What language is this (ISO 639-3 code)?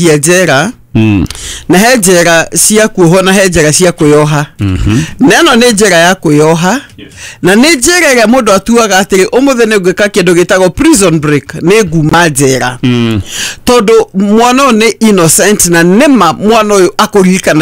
kik